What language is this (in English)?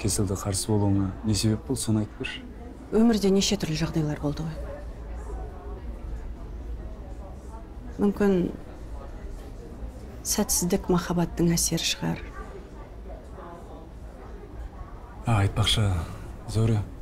Kazakh